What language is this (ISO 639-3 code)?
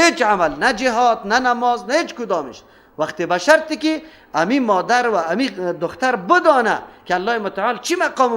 fas